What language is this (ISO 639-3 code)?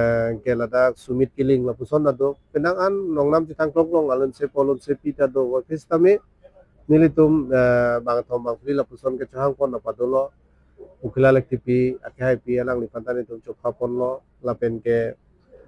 mjw